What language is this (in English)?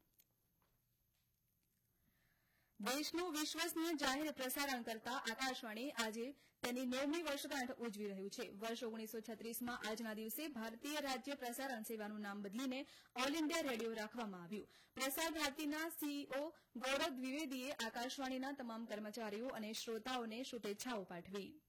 Gujarati